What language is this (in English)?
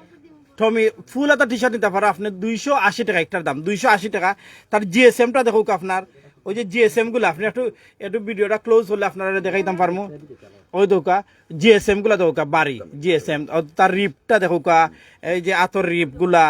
Sylheti